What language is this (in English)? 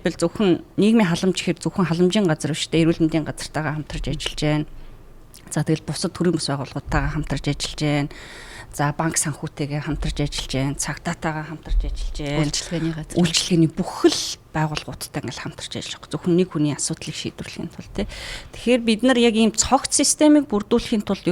Mongolian